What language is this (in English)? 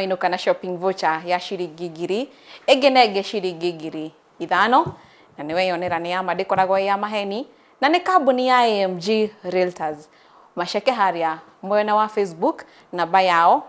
Kikuyu